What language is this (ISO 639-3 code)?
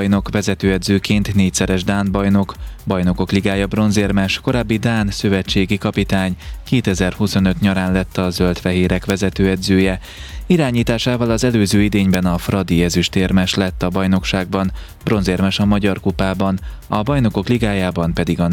hun